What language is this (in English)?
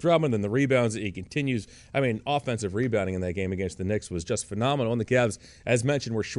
English